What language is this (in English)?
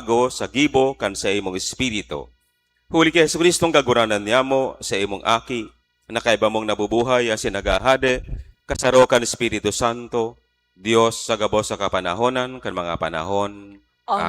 Bikol